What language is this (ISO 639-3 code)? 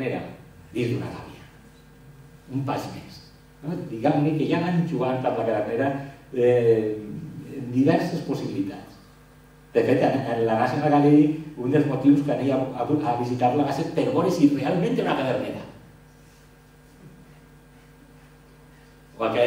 cat